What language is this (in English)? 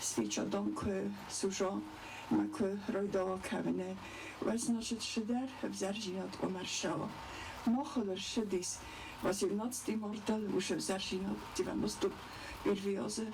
Ossetic